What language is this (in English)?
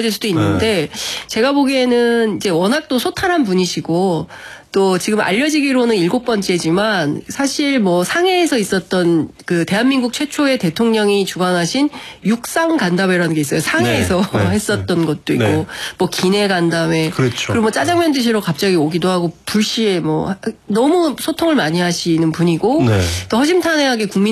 Korean